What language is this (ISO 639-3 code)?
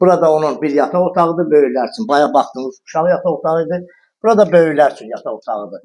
aze